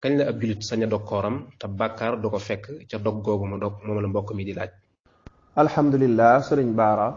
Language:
Wolof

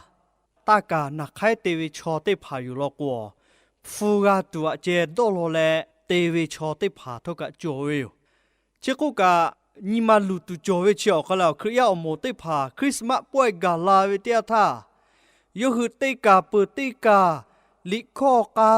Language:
Lahu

